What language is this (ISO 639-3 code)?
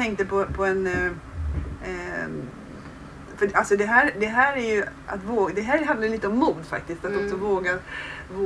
swe